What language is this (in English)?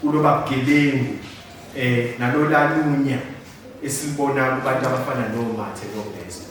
Zulu